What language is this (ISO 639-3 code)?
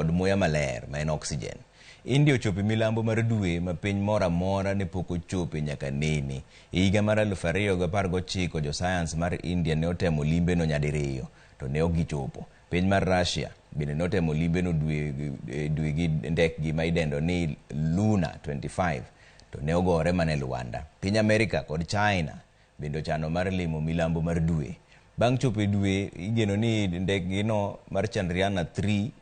luo